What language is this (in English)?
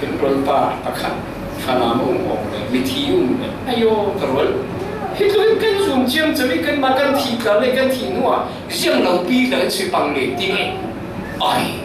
Falam Chin